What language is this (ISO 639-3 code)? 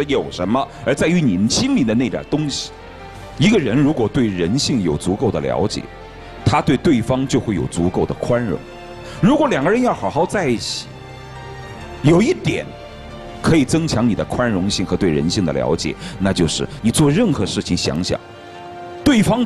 zho